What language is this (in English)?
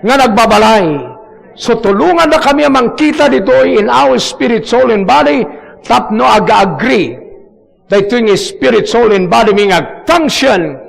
Iloko